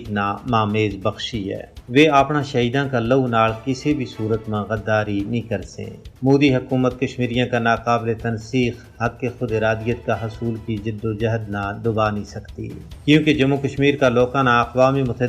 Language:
Gujari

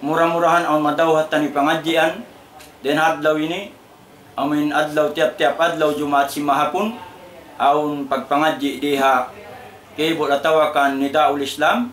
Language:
Tausug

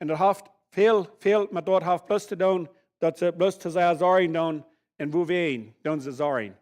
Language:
Plautdietsch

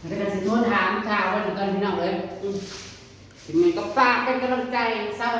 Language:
Northeastern Thai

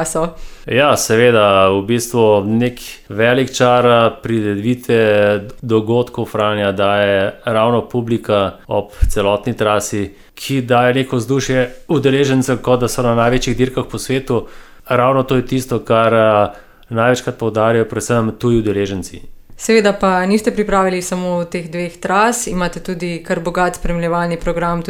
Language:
Slovenian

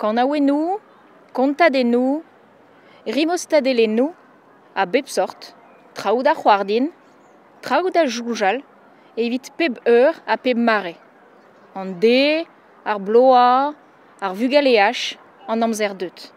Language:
Breton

